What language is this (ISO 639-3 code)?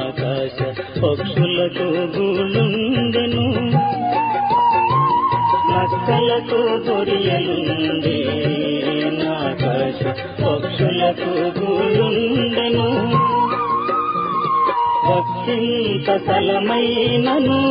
tel